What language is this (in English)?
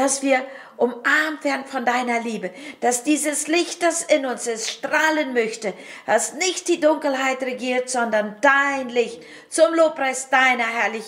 German